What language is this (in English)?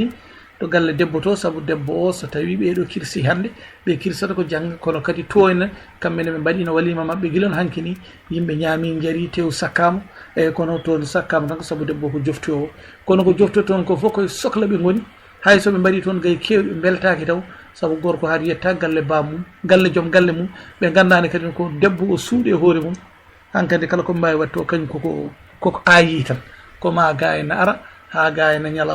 Fula